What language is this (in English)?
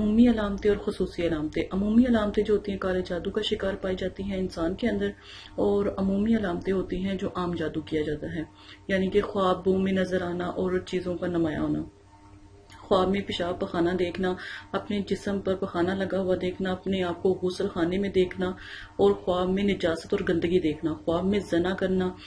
Urdu